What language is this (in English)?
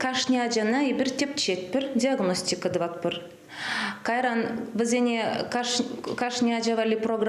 Chuvash